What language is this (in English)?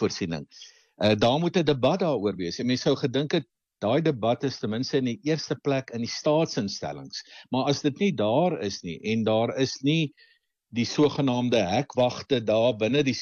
Afrikaans